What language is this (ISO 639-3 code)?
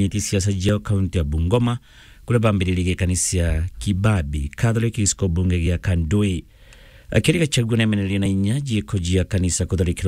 mer